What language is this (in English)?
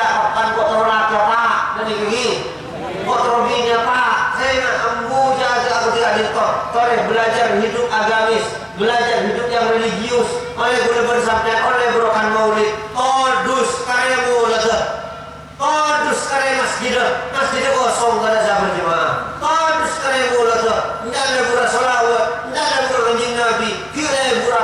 Madurese